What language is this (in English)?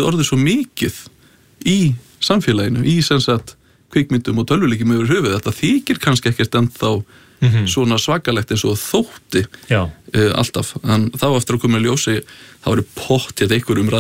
Icelandic